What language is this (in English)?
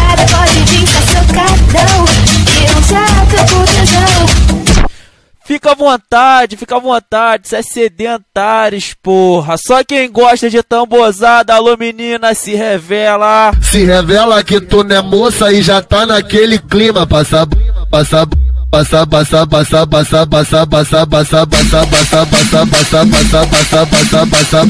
Portuguese